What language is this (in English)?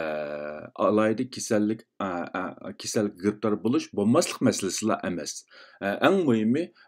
Uyghur